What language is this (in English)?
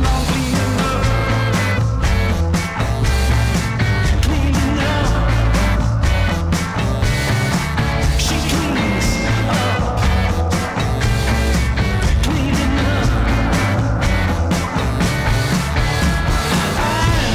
English